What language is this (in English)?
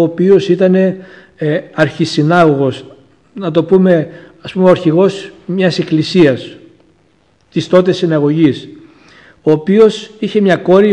Greek